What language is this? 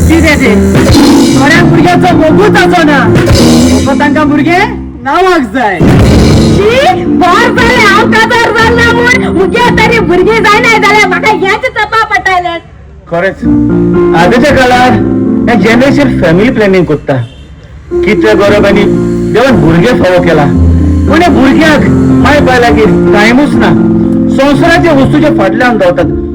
Konkani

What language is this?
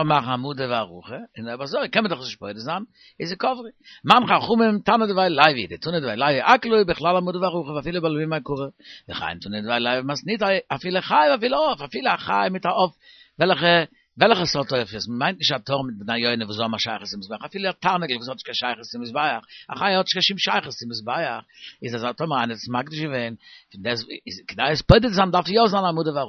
Yiddish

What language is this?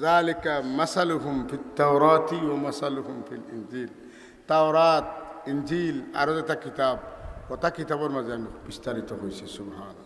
Sylheti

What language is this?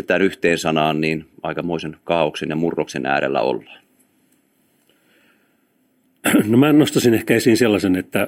Finnish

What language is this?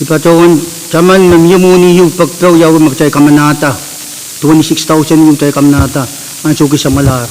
Pohnpeian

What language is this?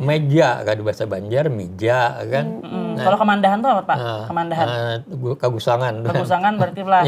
Banjar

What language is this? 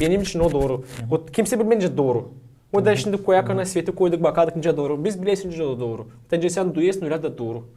Gagauz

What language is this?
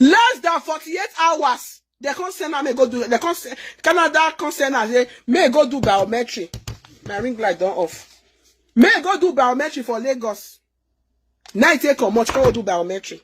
Nigerian Pidgin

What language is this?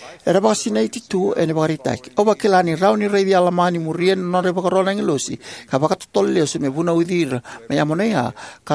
Fijian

